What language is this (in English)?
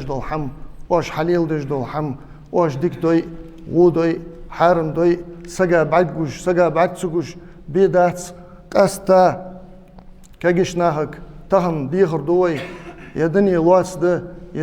Ingush